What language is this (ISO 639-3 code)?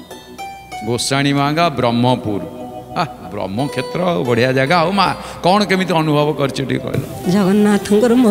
ori